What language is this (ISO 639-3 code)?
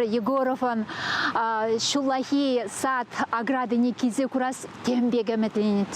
chv